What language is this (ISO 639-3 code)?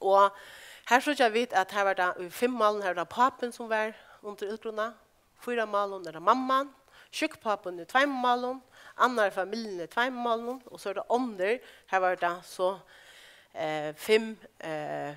fao